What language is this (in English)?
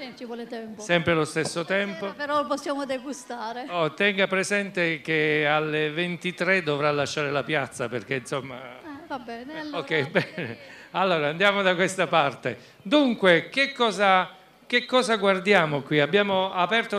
Italian